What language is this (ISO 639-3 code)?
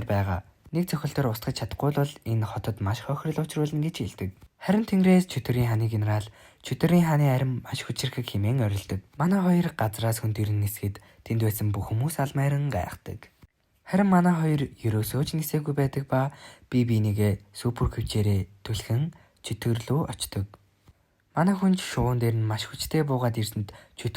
mon